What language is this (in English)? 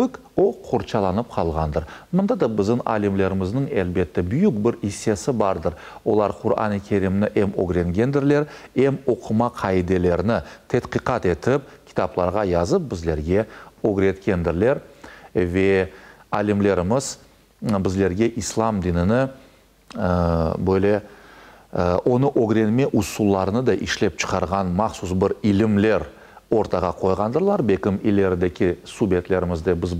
Crimean Tatar